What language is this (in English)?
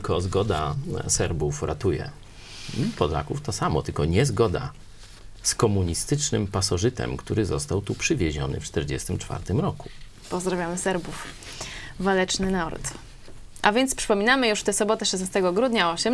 Polish